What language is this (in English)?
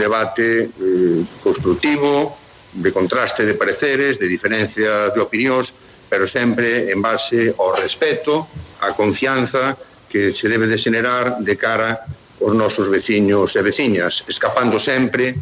Galician